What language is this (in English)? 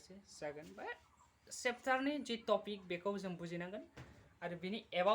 Bodo